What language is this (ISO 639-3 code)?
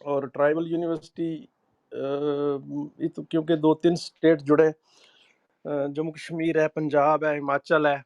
gju